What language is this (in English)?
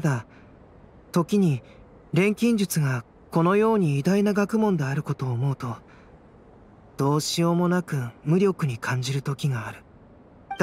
Japanese